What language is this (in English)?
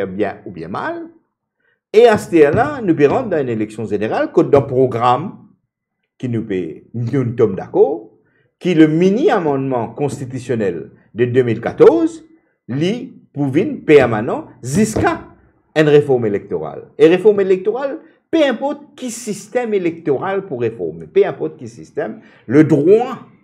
Morisyen